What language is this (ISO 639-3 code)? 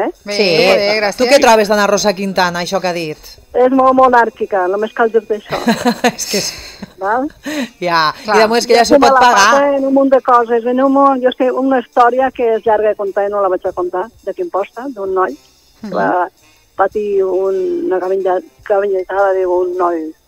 cat